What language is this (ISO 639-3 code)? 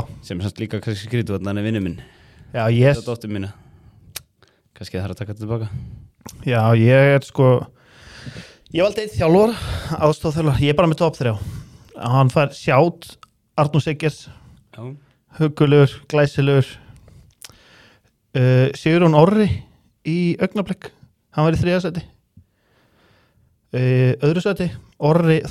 isl